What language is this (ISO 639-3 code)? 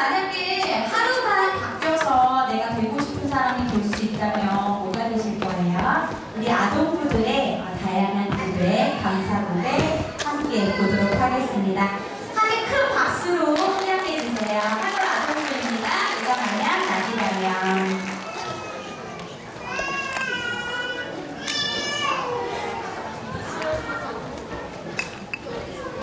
kor